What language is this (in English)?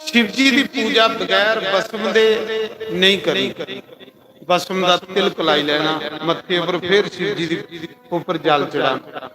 Dogri